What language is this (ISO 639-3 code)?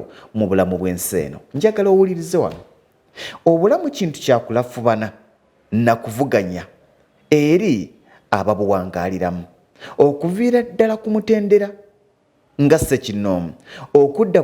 lug